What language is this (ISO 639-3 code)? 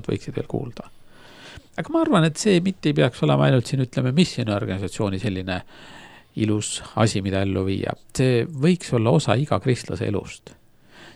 est